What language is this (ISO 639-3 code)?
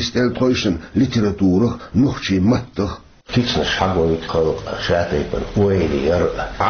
che